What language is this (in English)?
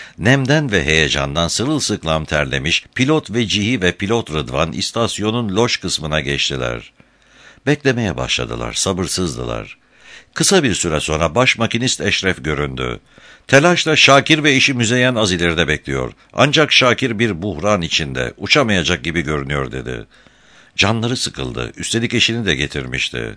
Turkish